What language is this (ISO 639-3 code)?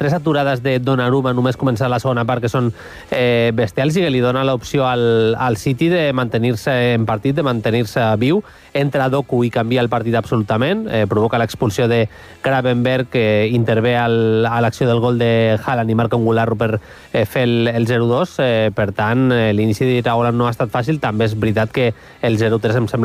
cat